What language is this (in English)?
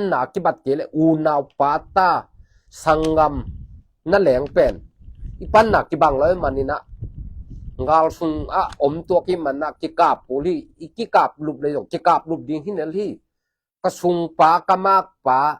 Tedim Chin